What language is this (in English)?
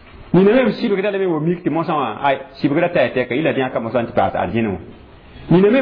Mossi